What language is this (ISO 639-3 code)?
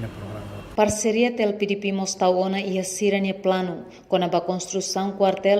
tet